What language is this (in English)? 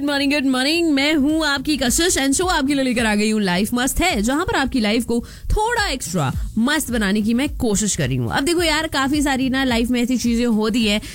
Hindi